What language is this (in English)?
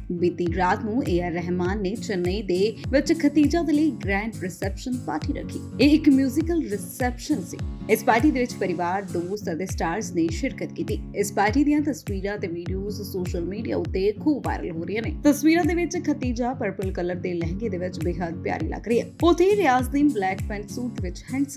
Punjabi